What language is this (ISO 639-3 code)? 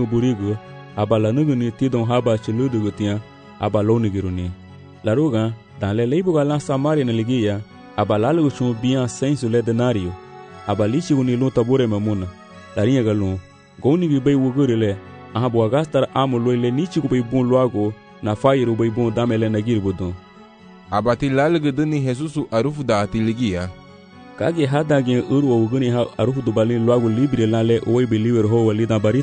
cab